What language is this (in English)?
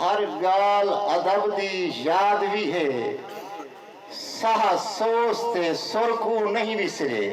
Saraiki